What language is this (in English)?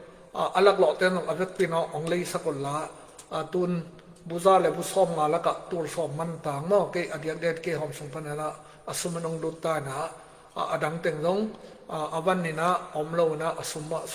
Tedim Chin